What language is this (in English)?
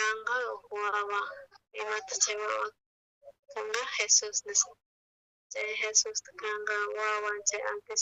South Bolivian Quechua